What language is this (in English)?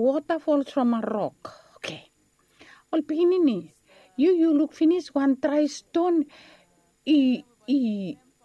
Bislama